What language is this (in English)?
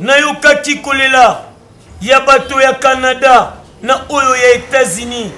Lingala